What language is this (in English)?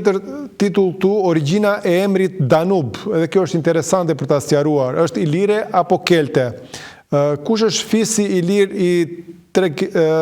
Albanian